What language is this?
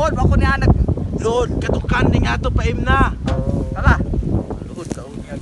Cebuano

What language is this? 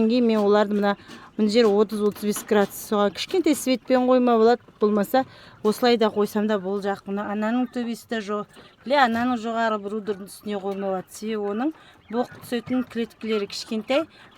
Kazakh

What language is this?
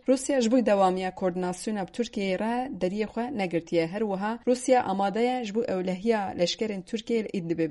Kurdish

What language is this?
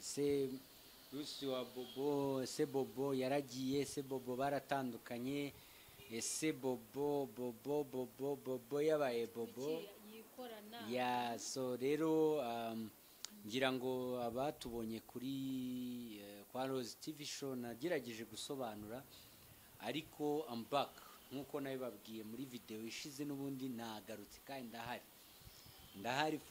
Kinyarwanda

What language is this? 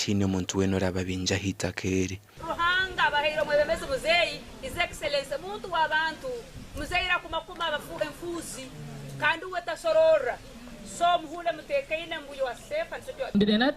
Nyankole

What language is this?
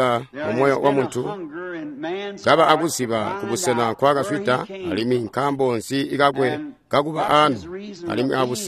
Tonga (Zambia)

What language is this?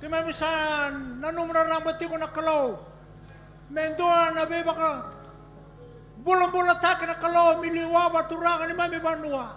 Fijian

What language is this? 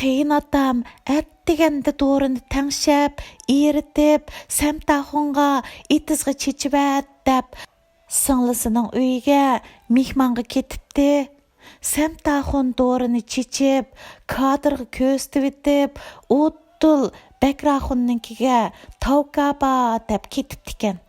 Uyghur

